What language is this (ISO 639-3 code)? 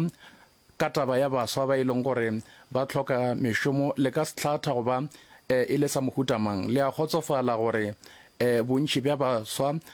nso